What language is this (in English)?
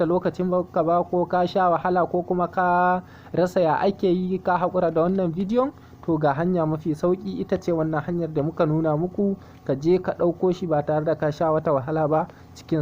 Hausa